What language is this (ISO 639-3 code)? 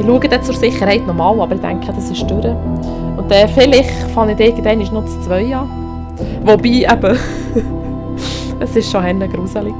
gsw